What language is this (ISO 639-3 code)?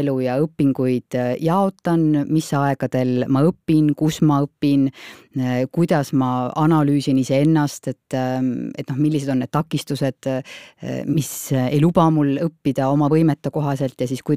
est